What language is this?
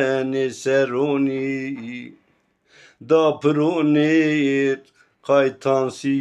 Zaza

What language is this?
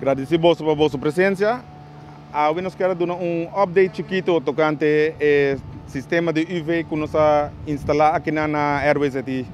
Papiamento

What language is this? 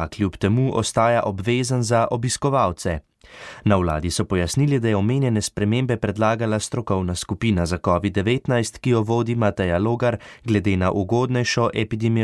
Slovenian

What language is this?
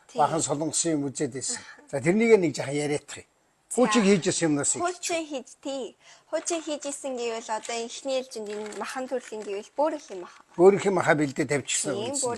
Mongolian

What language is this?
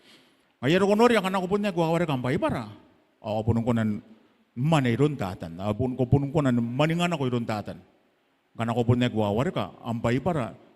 Gilbertese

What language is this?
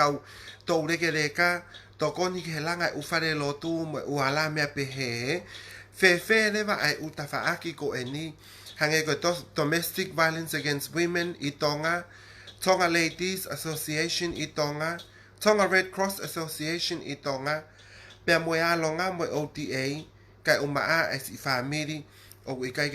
Tongan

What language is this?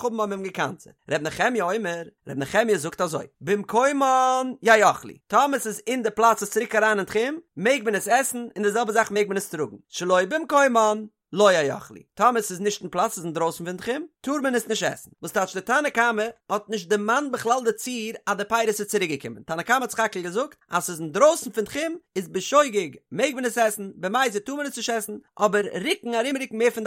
Yiddish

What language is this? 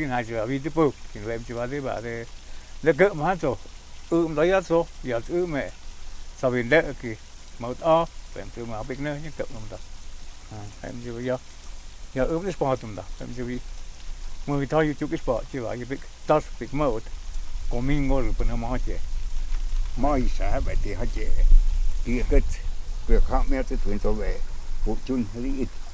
Totontepec Mixe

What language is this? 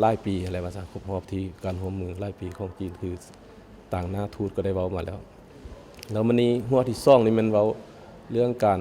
Lao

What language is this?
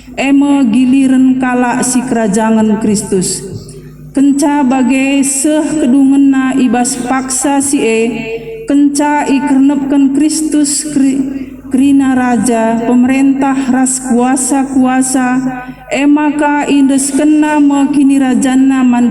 Batak Karo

